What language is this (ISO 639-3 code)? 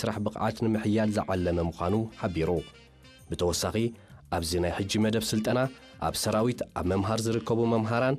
tir